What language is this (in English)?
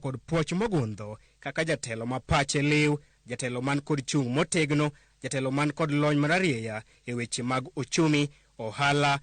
Luo (Kenya and Tanzania)